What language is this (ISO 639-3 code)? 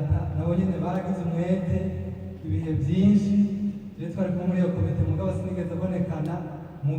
run